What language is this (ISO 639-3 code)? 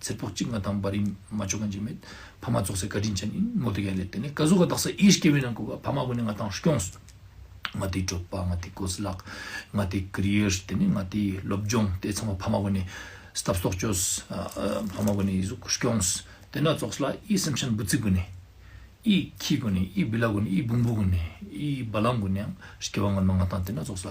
lbj